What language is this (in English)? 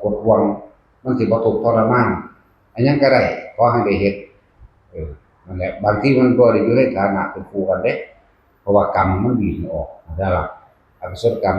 Northeastern Thai